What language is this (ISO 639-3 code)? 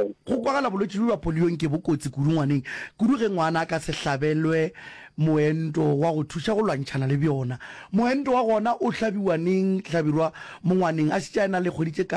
nso